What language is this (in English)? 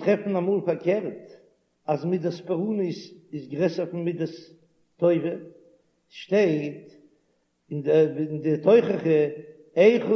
Yiddish